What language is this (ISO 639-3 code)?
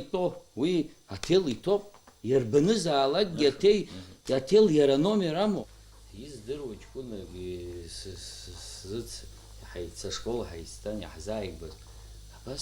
abk